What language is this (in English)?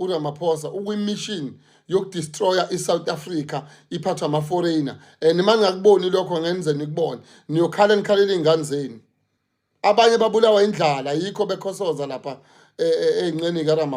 Zulu